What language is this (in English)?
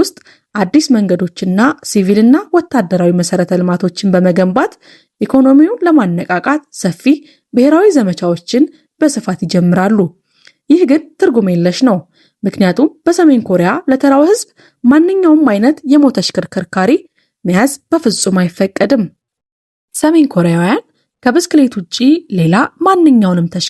Amharic